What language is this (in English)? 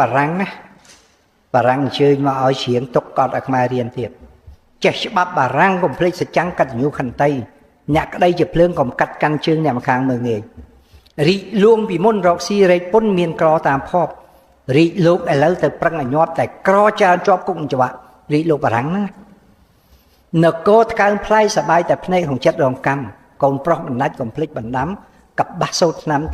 Khmer